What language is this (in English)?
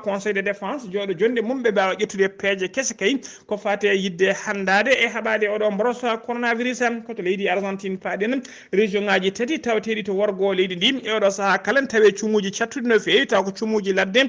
Fula